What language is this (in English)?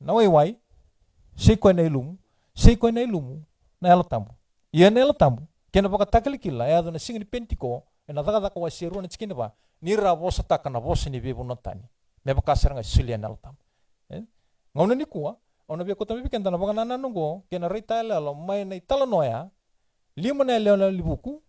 Fijian